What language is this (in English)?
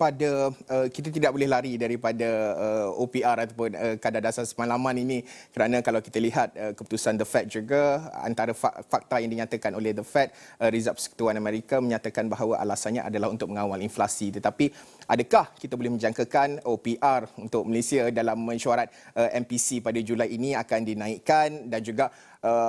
Malay